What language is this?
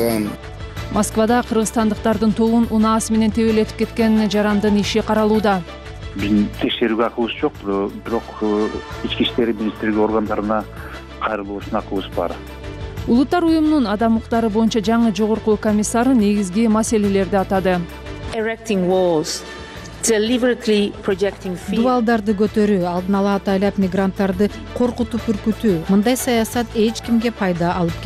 Kyrgyz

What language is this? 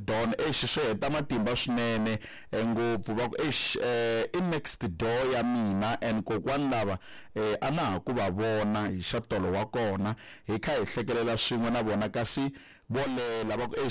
Tsonga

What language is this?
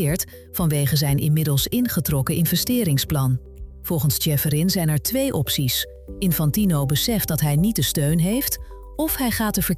Dutch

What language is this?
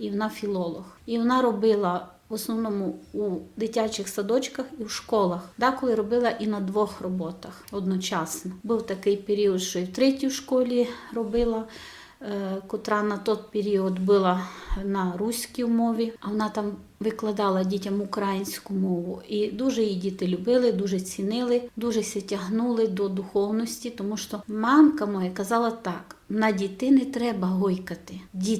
Rusyn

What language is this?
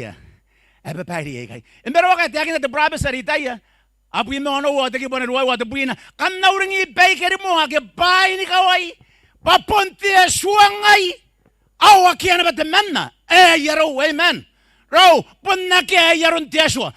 Gilbertese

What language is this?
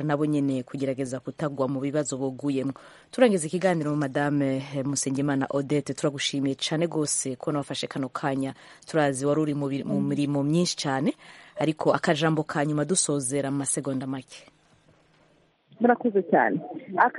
Kinyarwanda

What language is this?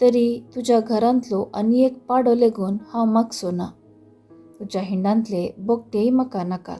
Konkani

